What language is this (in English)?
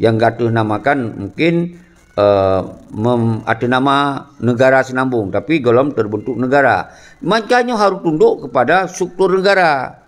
Achinese